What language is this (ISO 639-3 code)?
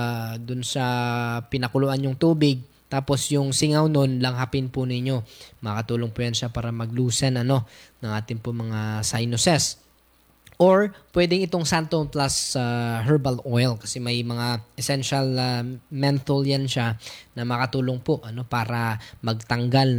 fil